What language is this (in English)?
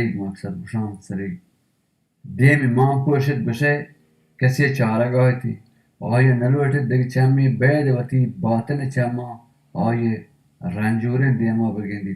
Baluchi